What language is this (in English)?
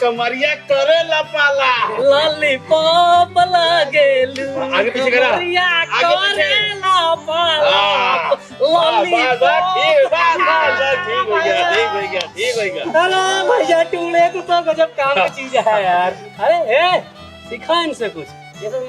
Awadhi